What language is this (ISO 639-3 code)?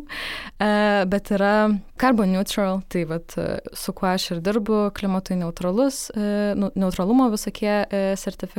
lit